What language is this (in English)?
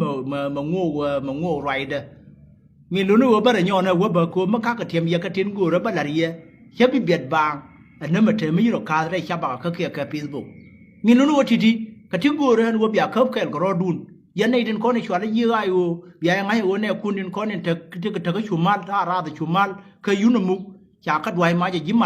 Nuer